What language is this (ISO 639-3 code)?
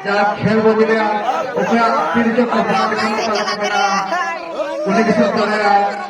sat